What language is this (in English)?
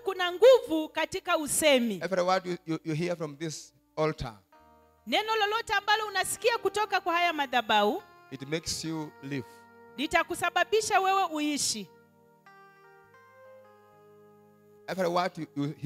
Swahili